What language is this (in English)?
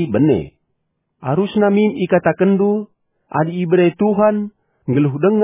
Batak Karo